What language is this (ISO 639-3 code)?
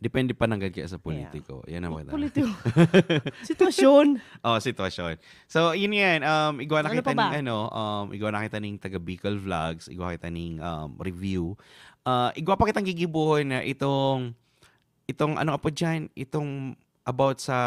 bik